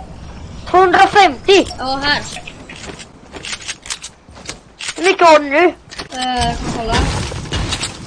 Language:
Swedish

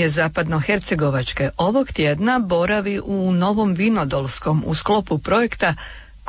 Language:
Croatian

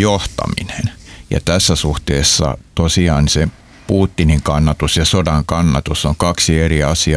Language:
Finnish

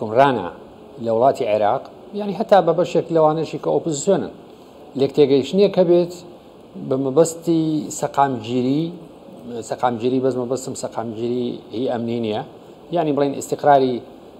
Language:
Central Kurdish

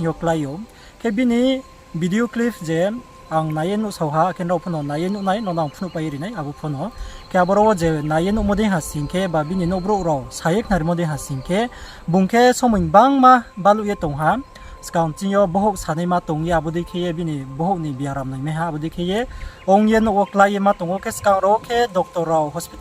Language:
Riang (India)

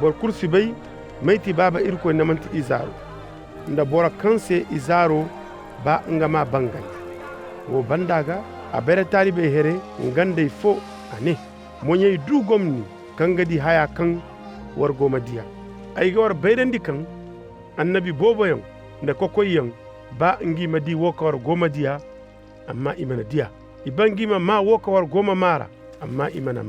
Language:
Zarma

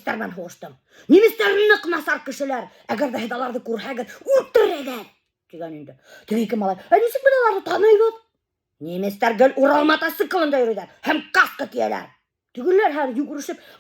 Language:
Bashkir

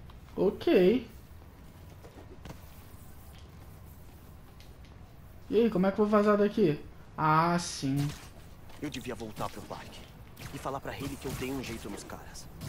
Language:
Portuguese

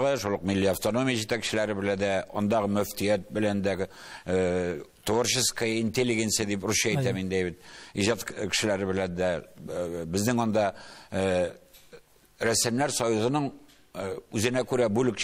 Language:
Tatar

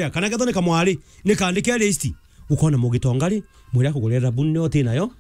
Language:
Meru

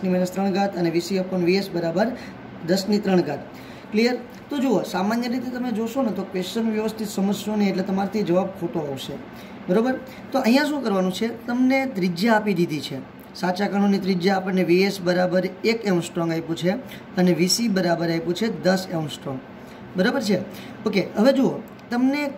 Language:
Gujarati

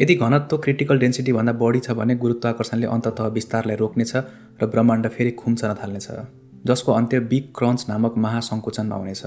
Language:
Nepali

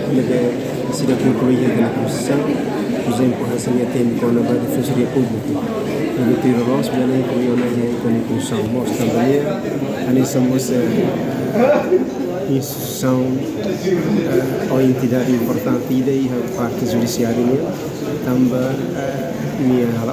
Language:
Tetum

